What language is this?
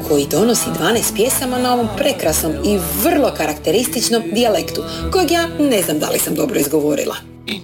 Croatian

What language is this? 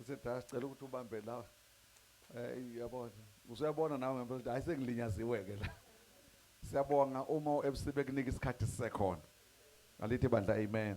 Zulu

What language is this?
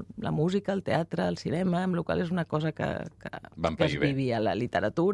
Catalan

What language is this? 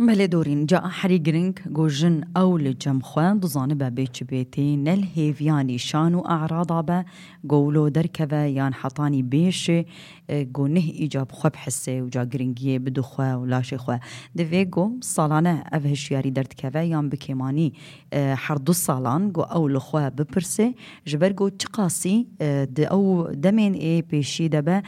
Kurdish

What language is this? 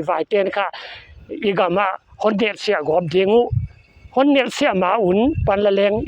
Paite Chin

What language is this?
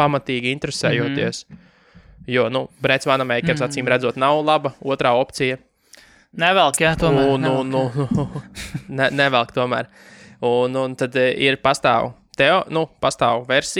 Latvian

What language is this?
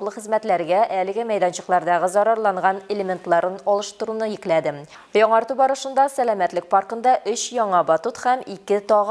Tatar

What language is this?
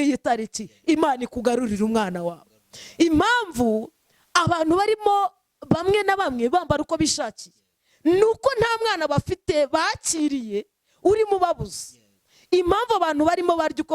Kinyarwanda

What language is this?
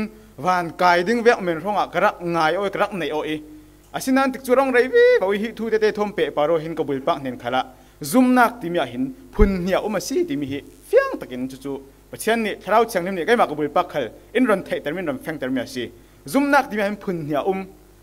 Falam Chin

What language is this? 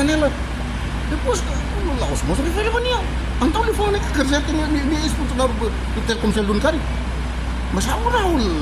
Tetum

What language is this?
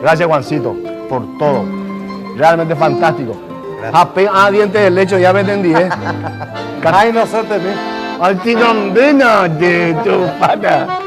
Guarani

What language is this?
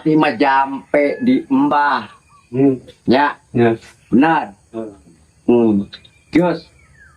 Sundanese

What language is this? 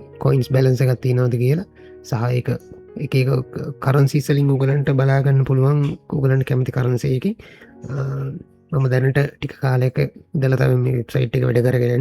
Sinhala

